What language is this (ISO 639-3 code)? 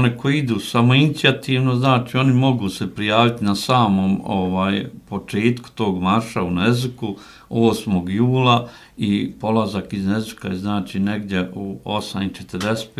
hrv